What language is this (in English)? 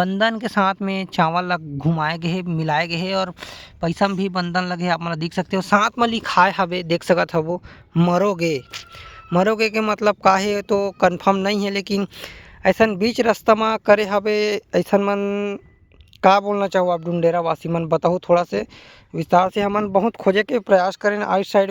Chhattisgarhi